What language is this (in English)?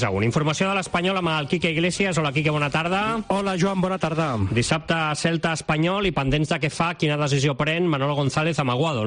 Catalan